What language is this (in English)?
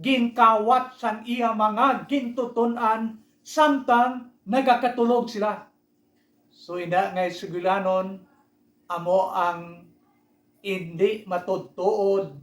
Hiligaynon